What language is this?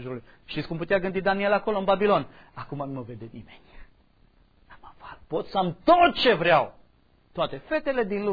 Romanian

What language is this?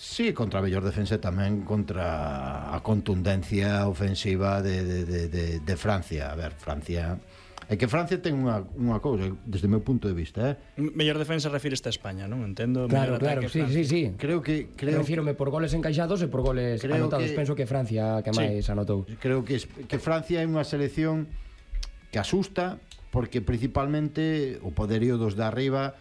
Galician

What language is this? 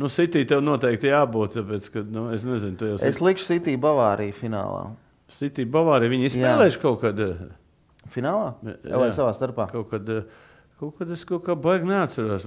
Latvian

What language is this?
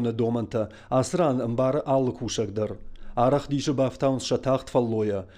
Ossetic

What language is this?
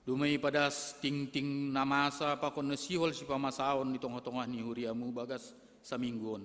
Batak Simalungun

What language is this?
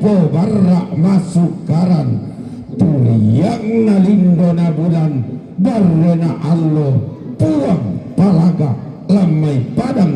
Toraja-Sa'dan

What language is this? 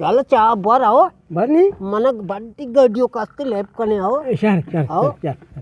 Eastern Balochi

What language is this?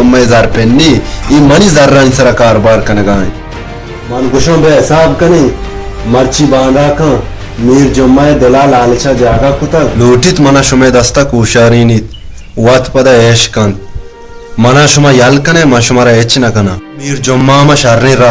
Baluchi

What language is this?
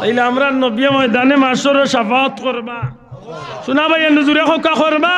Sylheti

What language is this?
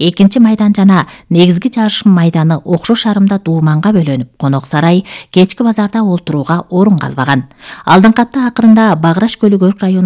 Kyrgyz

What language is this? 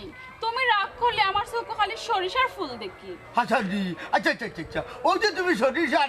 Sylheti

